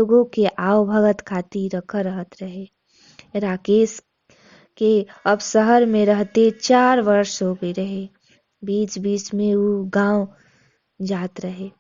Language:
Bhojpuri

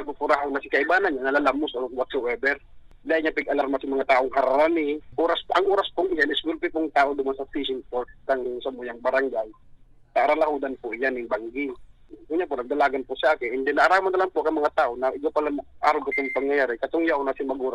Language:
Bikol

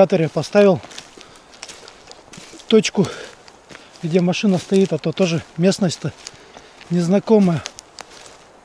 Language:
Russian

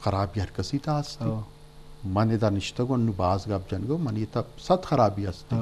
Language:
Eastern Balochi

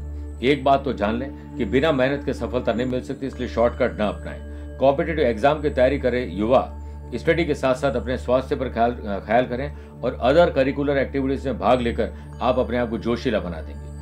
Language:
Hindi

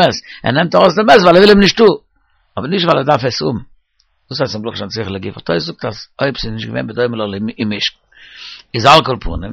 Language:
Yiddish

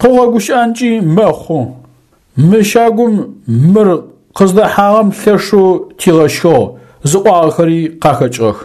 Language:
Adyghe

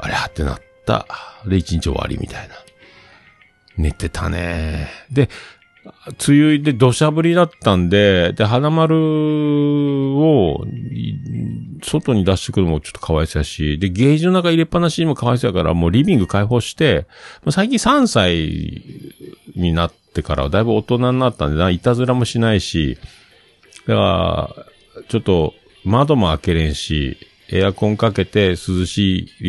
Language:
Japanese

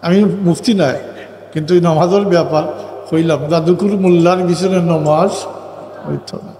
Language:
Sylheti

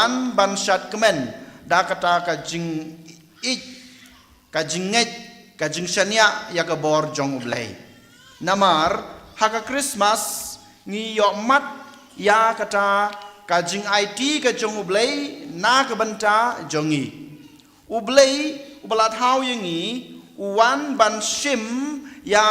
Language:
Khasi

